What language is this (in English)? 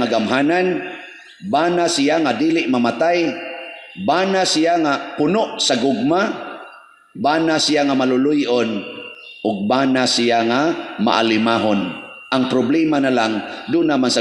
Cebuano